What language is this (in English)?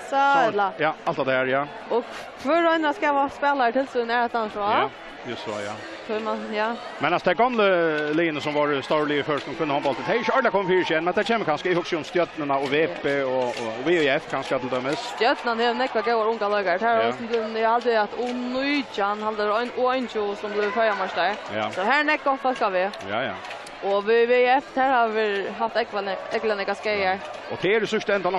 Faroese